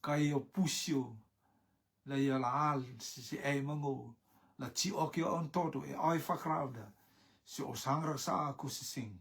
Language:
Rotuman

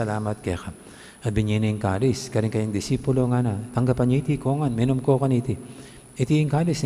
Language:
Pampanga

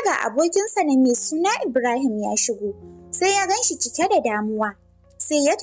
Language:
Hausa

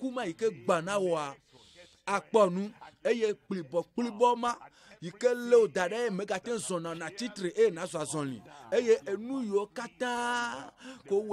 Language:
Ewe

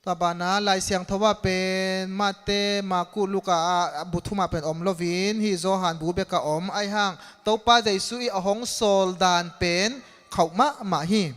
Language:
Tedim Chin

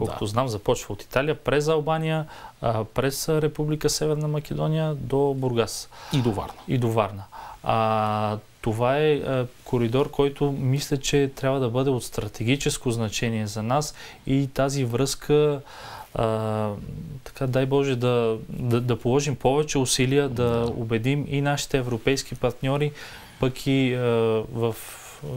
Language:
Bulgarian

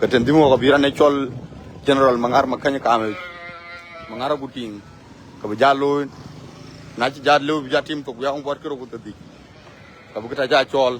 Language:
Dinka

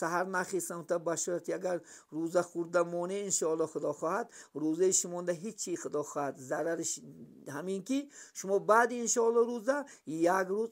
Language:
Tajik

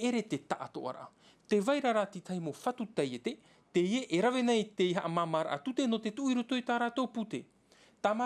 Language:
Tahitian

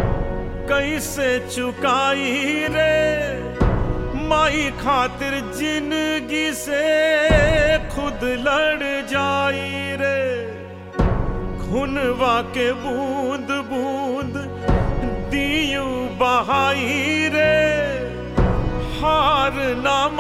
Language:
Bhojpuri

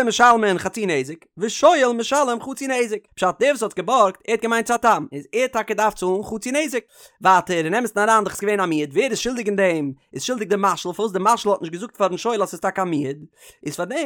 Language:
Yiddish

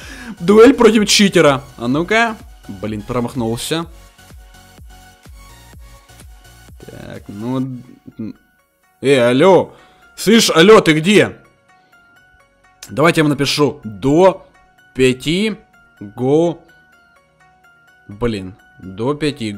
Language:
Russian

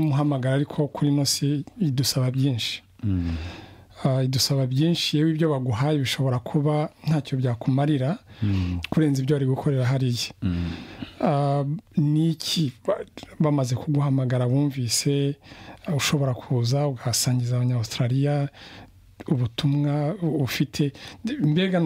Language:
Kinyarwanda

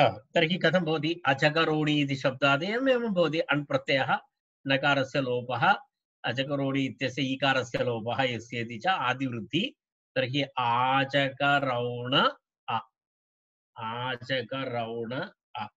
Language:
Sanskrit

